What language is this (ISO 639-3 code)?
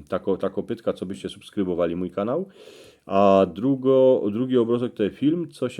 szl